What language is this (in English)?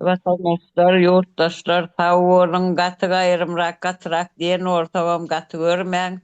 Turkmen